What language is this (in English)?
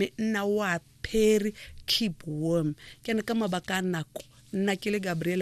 Tswana